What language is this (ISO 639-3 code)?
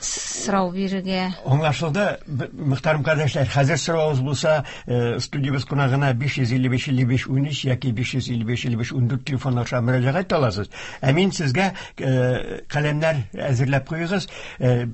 tat